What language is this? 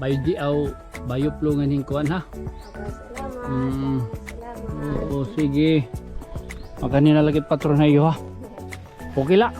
Waray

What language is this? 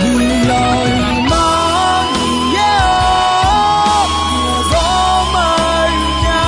Akha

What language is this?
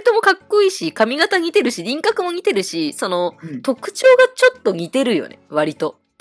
Japanese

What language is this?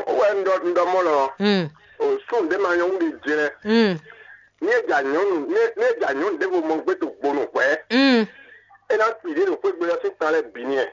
Fon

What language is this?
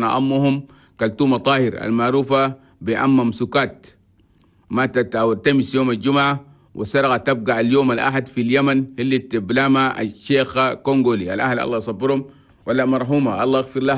Chadian Arabic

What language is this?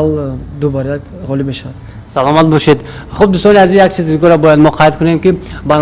Tajik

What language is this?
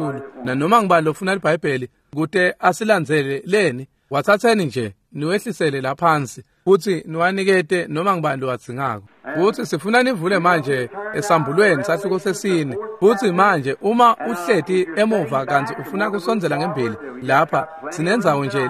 Swati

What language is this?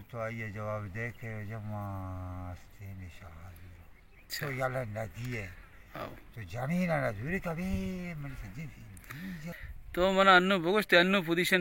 Baluchi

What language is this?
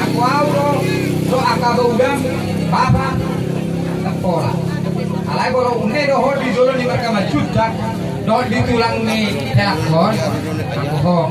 Batak Toba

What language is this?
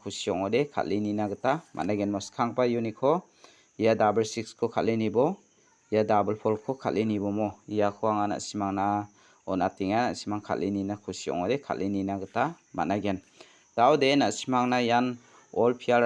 Garo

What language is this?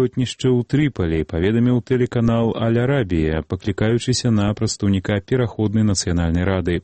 Belarusian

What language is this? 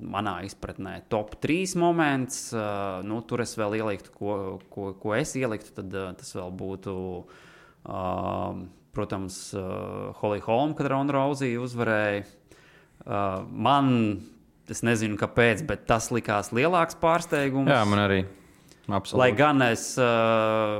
Latvian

